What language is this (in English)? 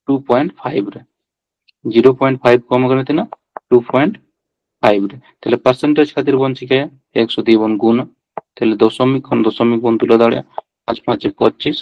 Santali